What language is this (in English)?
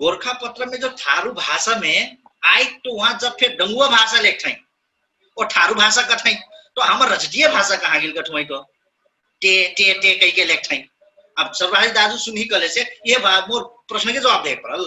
Dangaura Tharu